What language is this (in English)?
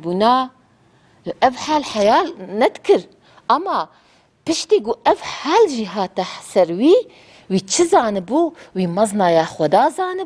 Kurdish